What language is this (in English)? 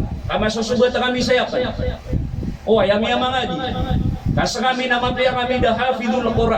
Maranao